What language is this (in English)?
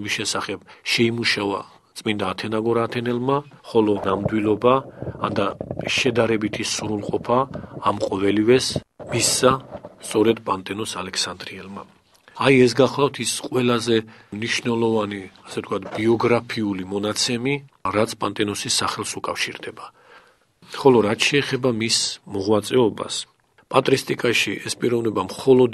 Georgian